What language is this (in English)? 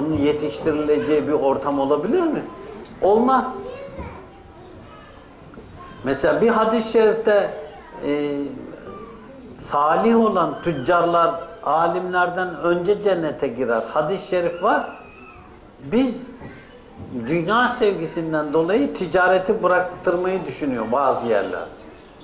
Turkish